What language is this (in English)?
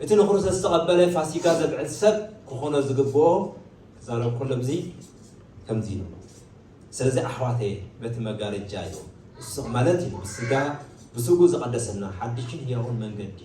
Tigrinya